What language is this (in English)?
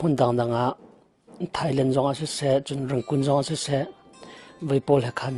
Hakha Chin